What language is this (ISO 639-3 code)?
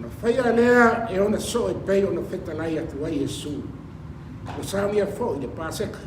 smo